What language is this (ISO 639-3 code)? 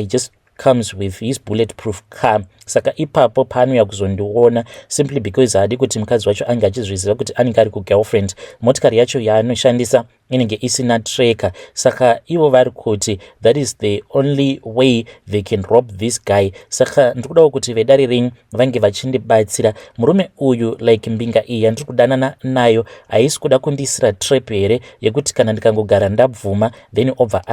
sna